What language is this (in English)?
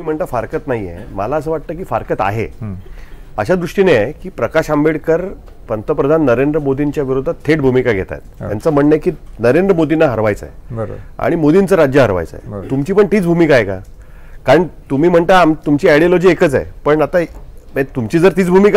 Marathi